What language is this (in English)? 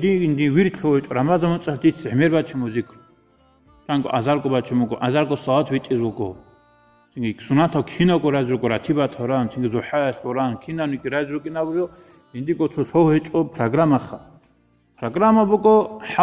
Avaric